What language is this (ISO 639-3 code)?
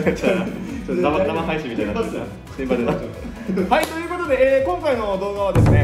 jpn